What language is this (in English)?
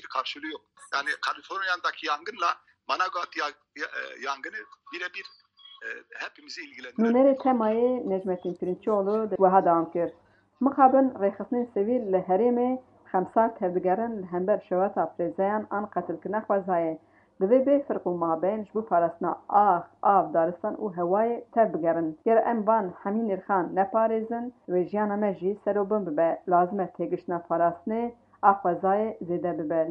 Kurdish